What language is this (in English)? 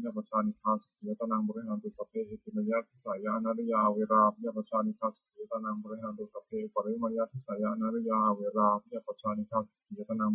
Pali